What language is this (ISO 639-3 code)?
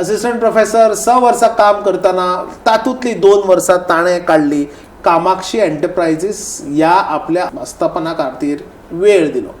kok